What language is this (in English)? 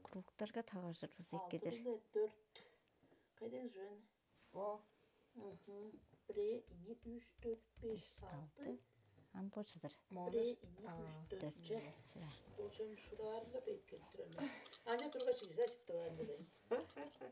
Tuvinian